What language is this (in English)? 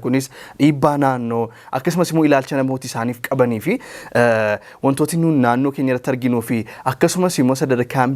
Oromo